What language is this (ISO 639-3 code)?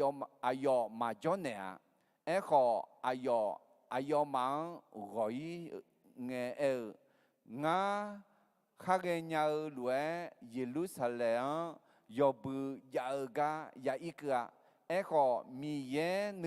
ahk